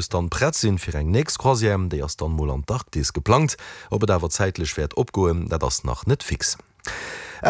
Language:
Luxembourgish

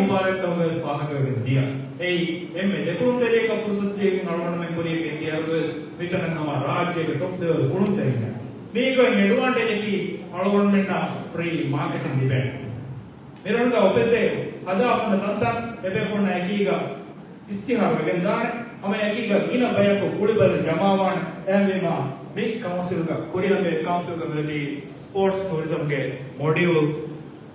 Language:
Divehi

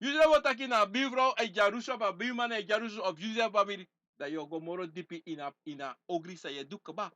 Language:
Sranan Tongo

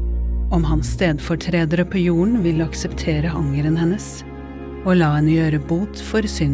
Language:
Norwegian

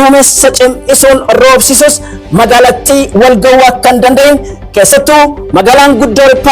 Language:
Oromo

